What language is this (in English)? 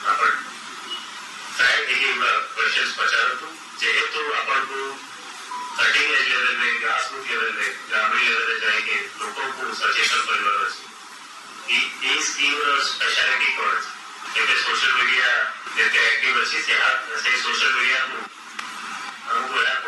Odia